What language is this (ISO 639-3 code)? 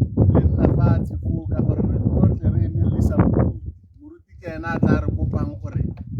tsn